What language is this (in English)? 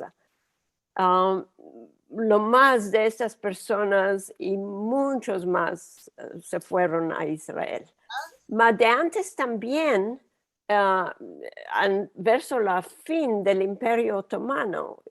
Ladino